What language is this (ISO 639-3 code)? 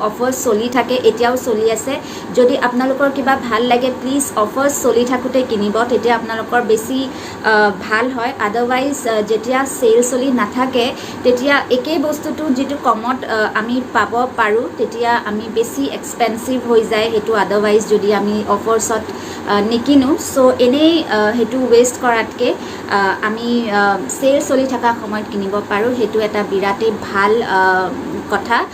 asm